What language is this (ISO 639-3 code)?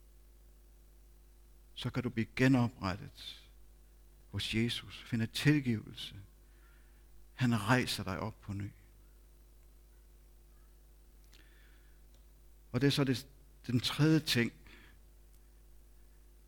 dan